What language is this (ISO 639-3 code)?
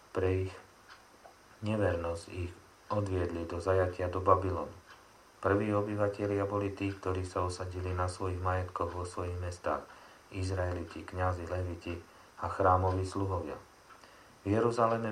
slk